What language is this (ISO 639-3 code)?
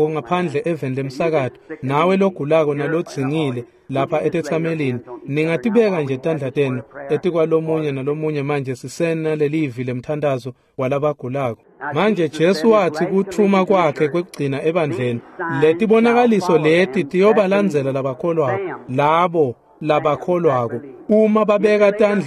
ssw